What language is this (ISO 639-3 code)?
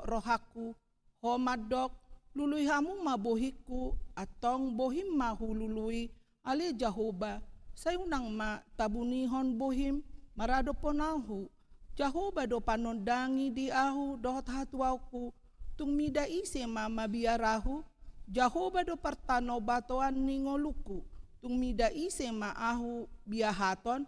bbc